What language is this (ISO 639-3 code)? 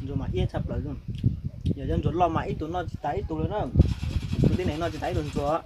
hmn